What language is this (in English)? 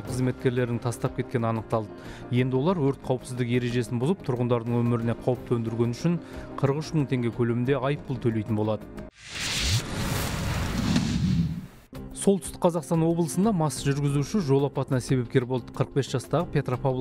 Kazakh